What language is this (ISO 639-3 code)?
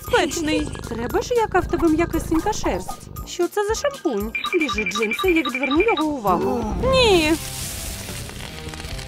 ukr